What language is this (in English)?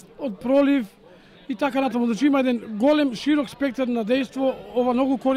Macedonian